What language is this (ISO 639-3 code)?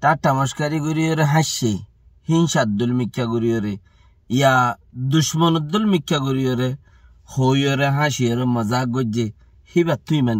rhg